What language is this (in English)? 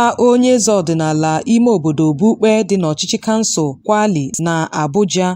Igbo